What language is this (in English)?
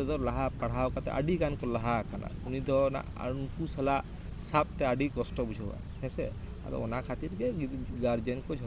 Santali